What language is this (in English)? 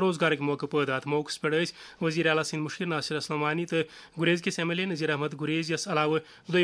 Kashmiri